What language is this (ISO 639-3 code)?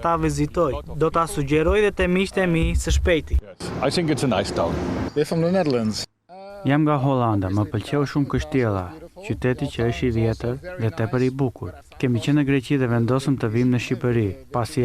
sqi